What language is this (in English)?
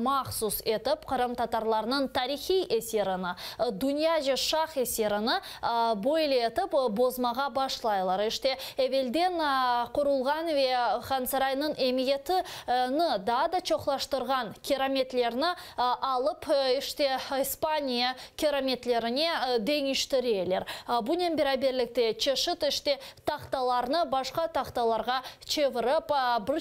Crimean Tatar